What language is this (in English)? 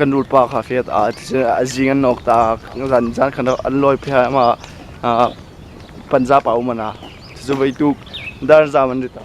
Hmar